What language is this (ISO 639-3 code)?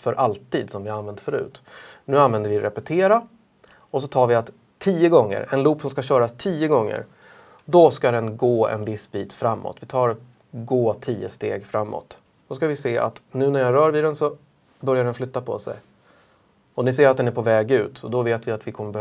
swe